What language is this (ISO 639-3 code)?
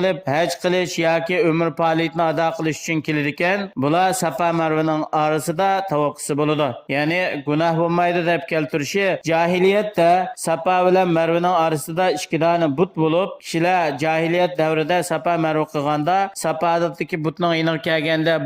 uig